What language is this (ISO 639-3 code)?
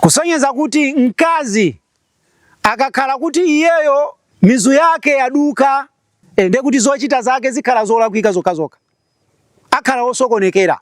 nya